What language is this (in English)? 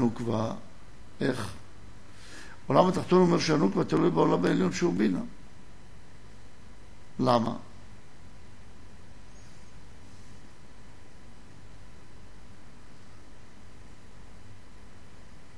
Hebrew